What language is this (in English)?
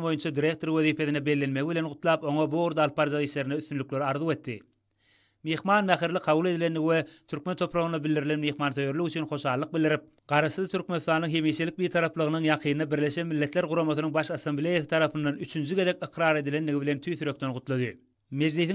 Turkmen